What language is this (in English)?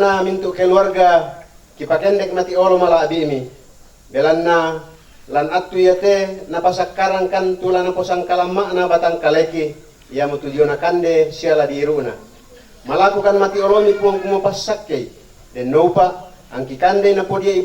Toraja-Sa'dan